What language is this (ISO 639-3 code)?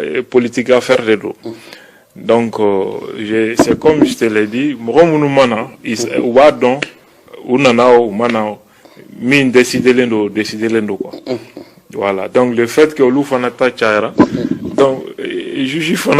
bam